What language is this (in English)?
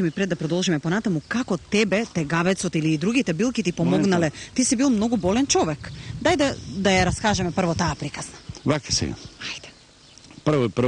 Macedonian